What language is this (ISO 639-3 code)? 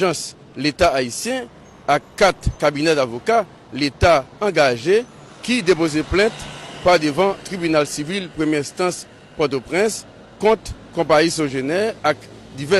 hat